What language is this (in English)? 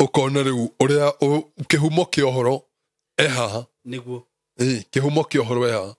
Kikuyu